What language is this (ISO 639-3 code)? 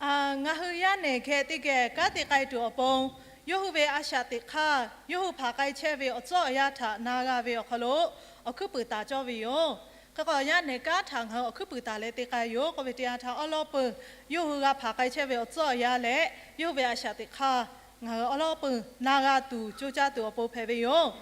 lhu